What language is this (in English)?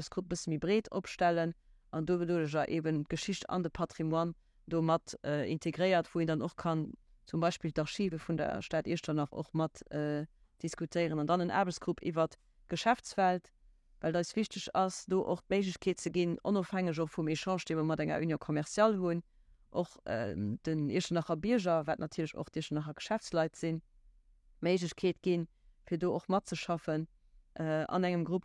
Luxembourgish